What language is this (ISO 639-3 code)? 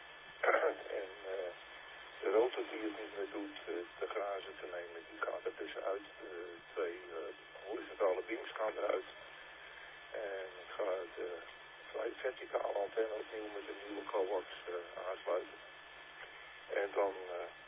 nld